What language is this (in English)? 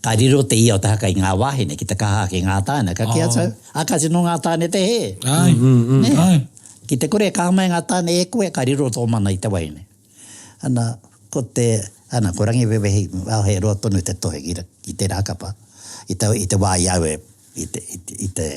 Māori